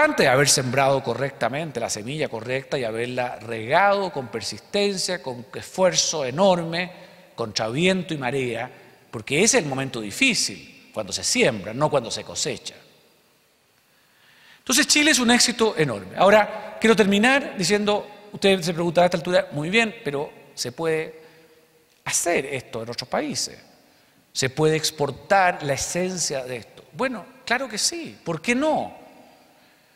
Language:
Spanish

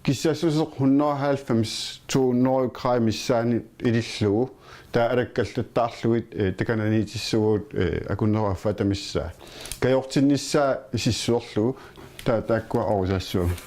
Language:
Kalaallisut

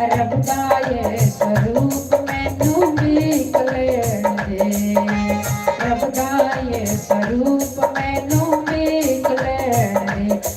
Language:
Dogri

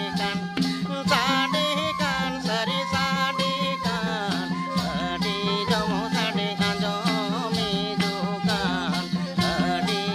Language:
Santali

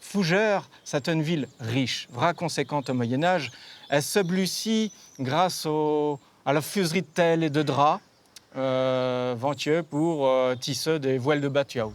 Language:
Breton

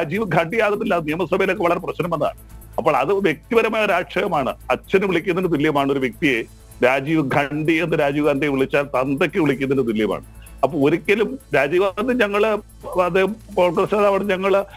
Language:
Malayalam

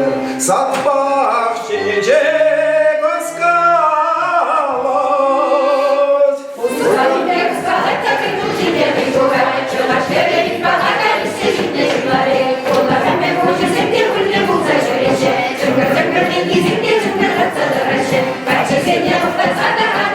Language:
Chuvash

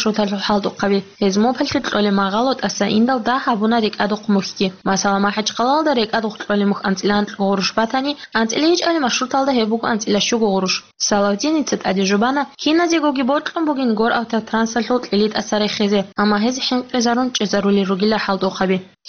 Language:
Avaric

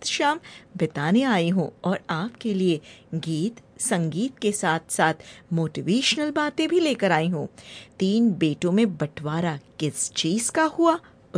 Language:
Hindi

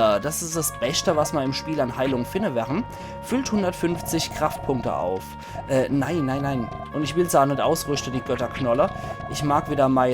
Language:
Palatine German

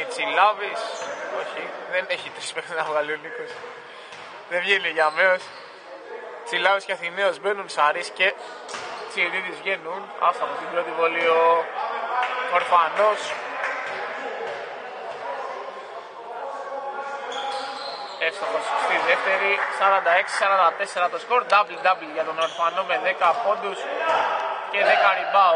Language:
Greek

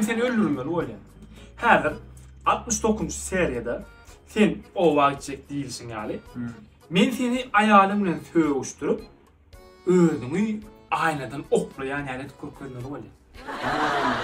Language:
Turkmen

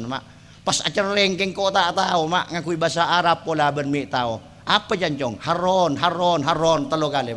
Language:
Madurese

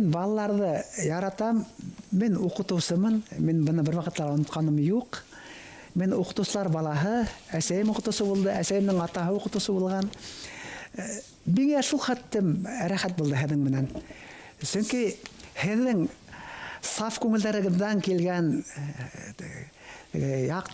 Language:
Bashkir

